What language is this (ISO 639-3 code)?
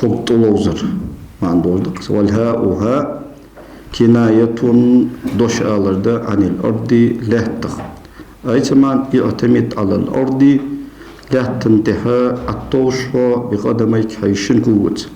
inh